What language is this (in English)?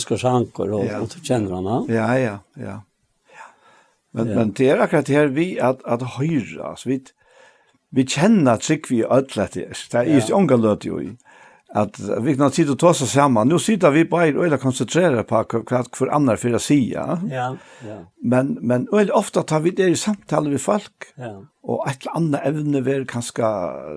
Faroese